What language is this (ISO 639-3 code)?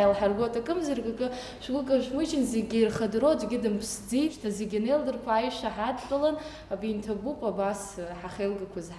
abk